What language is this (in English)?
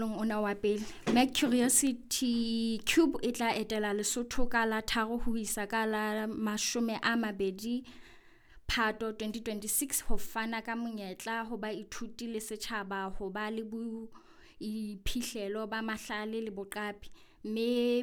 Southern Sotho